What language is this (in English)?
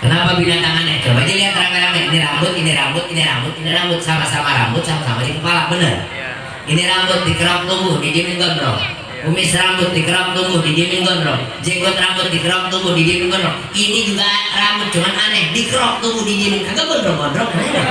Betawi